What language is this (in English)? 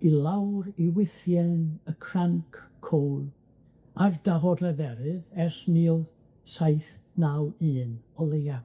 Welsh